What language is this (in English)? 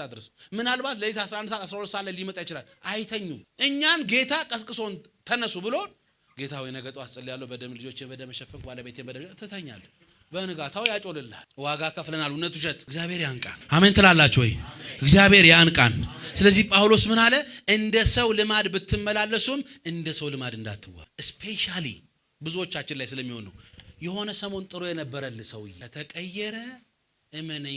Amharic